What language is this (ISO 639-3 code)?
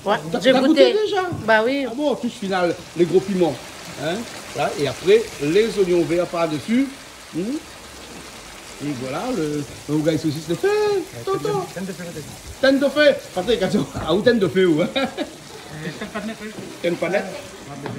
rcf